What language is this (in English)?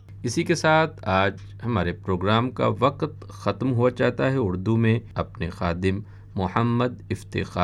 Urdu